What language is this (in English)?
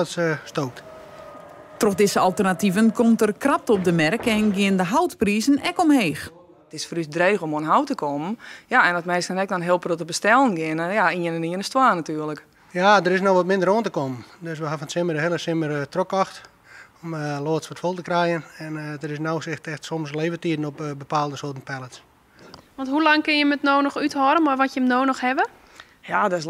Western Frisian